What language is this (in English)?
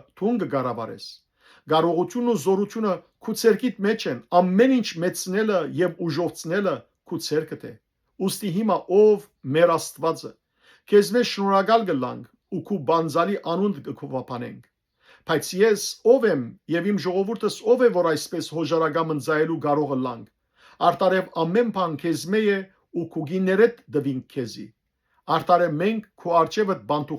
Western Armenian